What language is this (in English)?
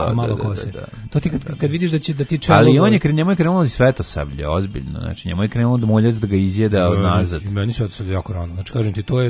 Serbian